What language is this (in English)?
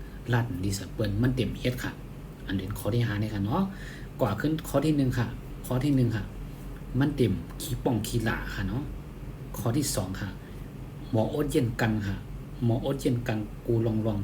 Shan